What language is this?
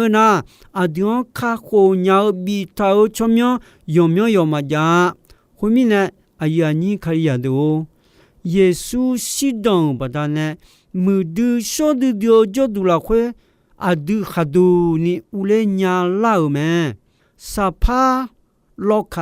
Akha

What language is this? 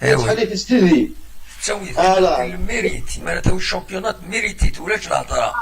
Kabyle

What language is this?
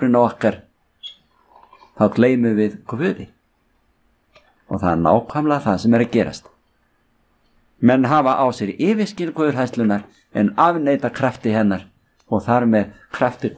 Icelandic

